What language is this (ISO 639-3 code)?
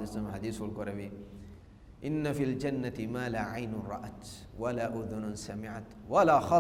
div